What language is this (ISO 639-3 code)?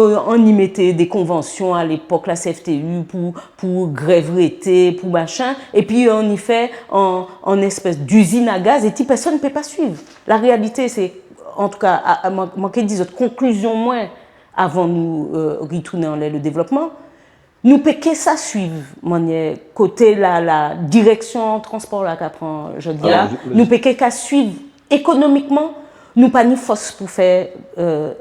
gcf